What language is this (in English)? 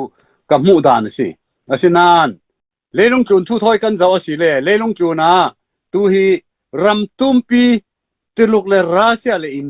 Falam Chin